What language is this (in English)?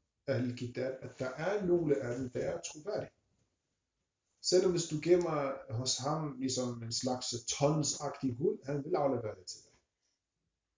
Danish